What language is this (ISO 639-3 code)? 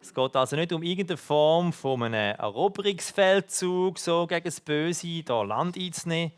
gsw